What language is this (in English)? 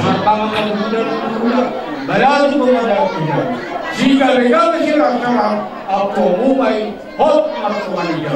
Batak Toba